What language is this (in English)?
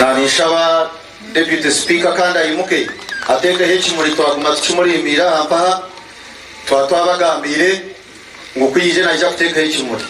Nyankole